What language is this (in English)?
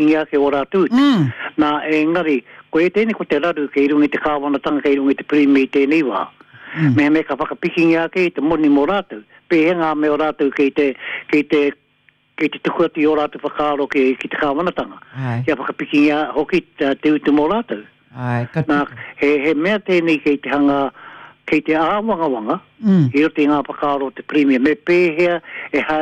Māori